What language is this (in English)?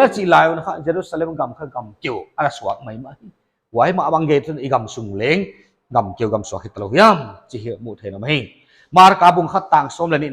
Paite Chin